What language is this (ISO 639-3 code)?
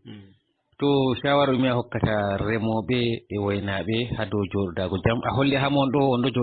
ful